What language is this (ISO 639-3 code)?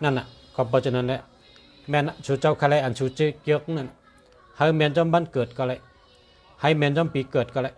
shn